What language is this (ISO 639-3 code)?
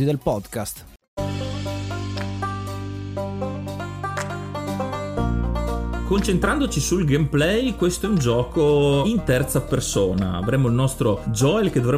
ita